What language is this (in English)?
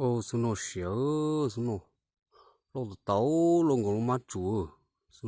Hmong